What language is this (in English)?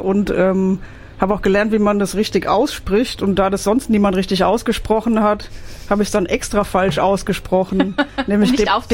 German